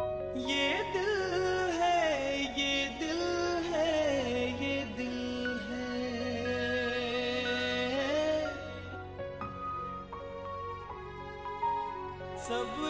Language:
Bhojpuri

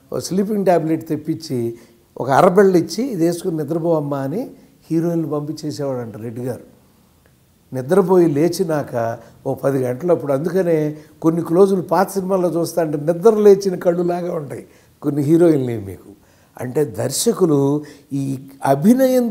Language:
Telugu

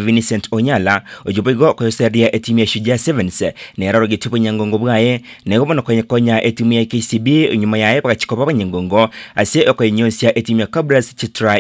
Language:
Gusii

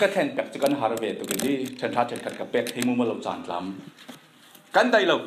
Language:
Falam Chin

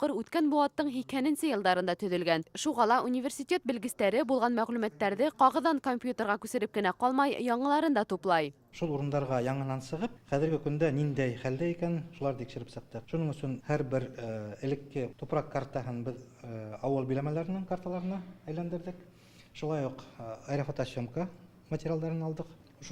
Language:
Bashkir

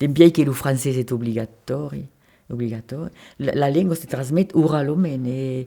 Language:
Occitan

